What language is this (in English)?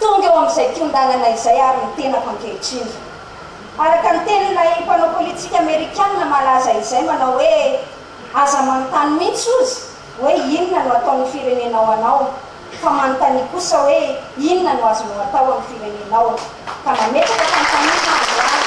Malagasy